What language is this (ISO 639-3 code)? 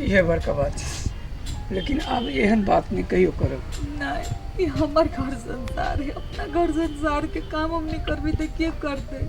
mai